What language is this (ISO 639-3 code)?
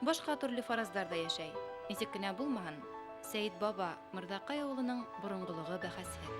bak